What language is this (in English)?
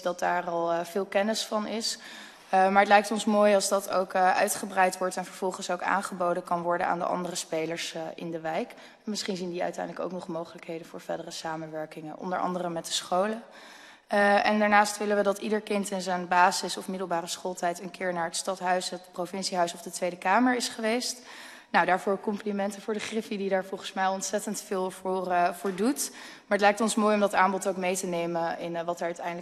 Dutch